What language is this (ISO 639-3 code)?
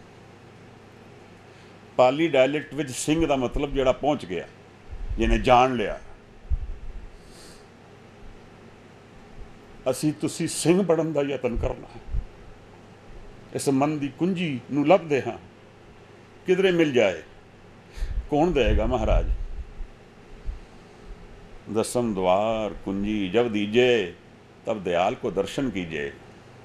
pan